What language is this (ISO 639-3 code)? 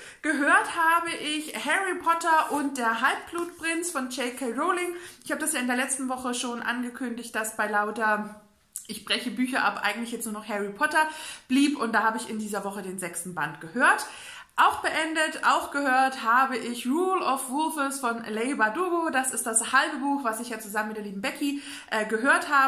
deu